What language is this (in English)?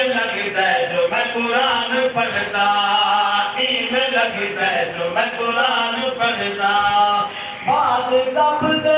Saraiki